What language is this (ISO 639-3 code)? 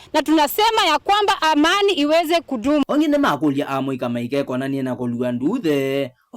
kam